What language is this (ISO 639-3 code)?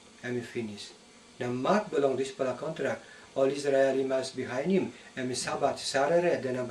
tpi